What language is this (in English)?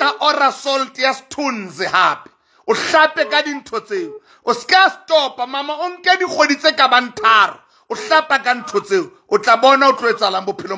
Southern Sotho